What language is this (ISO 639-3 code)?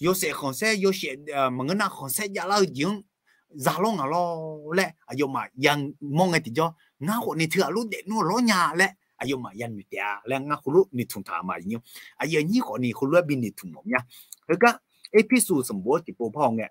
ahk